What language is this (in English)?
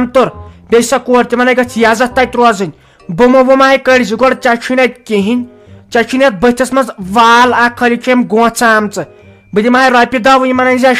Kashmiri